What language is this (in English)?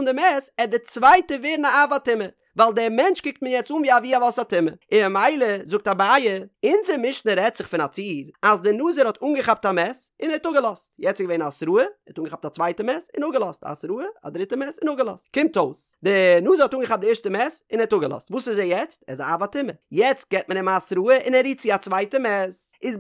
Yiddish